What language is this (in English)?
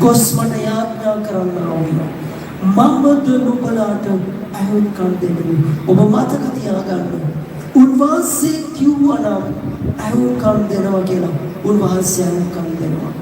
Sinhala